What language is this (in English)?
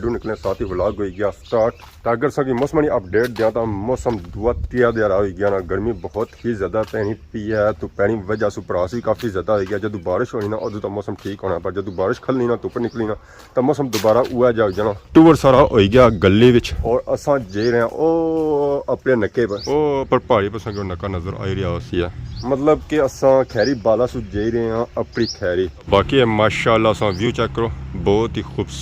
Pahari-Potwari